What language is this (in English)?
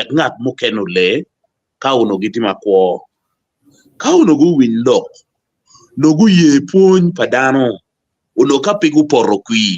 Acoli